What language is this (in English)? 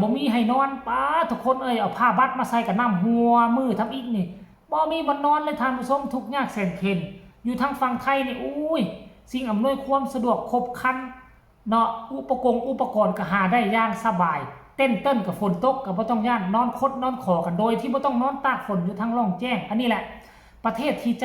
Northeastern Thai